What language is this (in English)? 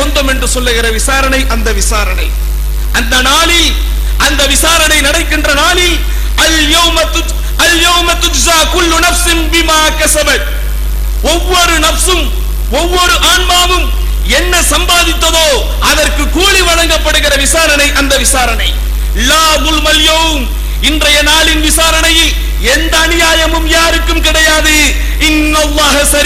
Tamil